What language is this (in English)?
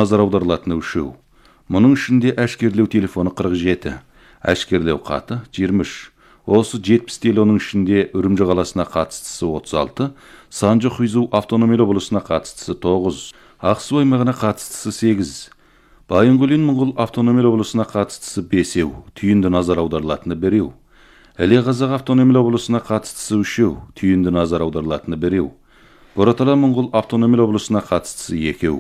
Kazakh